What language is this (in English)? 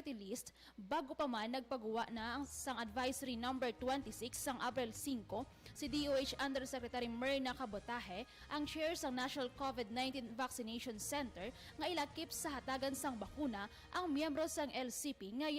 Hiligaynon